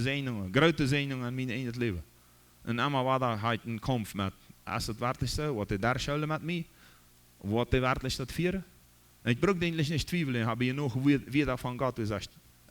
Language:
Plautdietsch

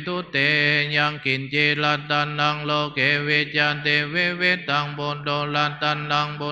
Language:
Pali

